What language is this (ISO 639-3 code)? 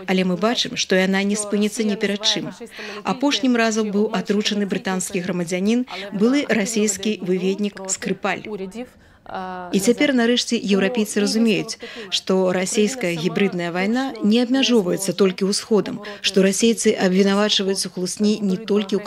bel